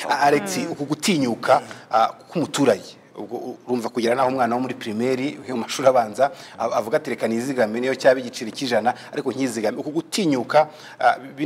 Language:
Kinyarwanda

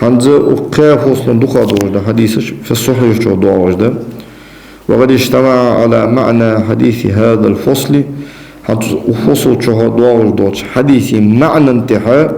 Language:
Ingush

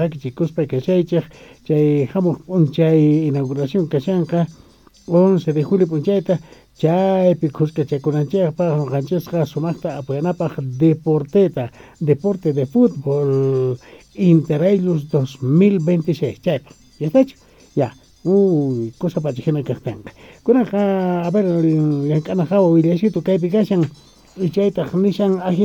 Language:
South Bolivian Quechua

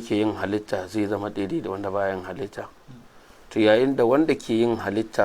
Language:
Hausa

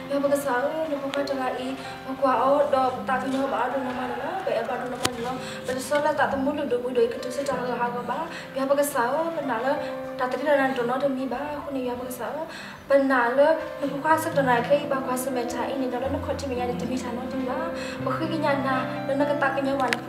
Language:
S'gaw Karen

